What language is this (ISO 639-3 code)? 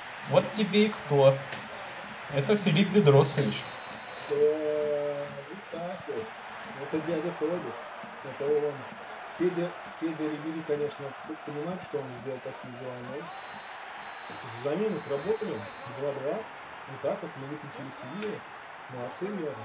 rus